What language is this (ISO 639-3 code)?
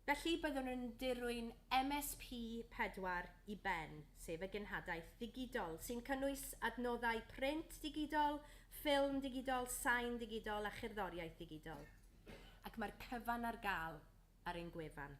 cym